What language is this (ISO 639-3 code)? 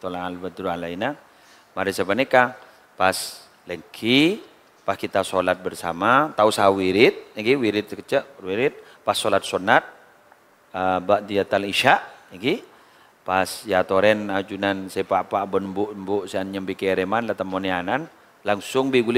mad